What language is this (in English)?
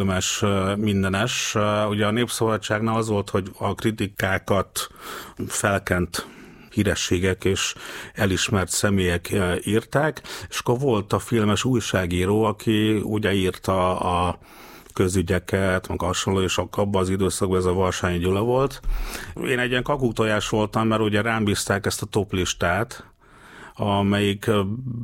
Hungarian